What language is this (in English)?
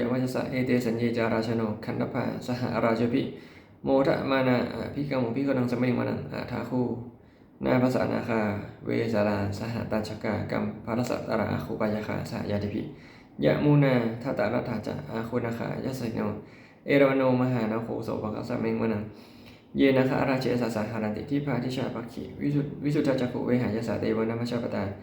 Pali